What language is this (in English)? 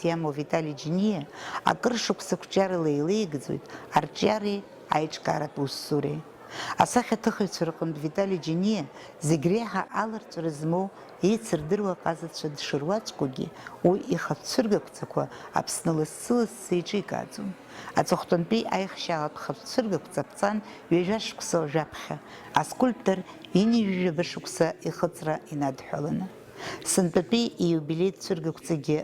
Abkhazian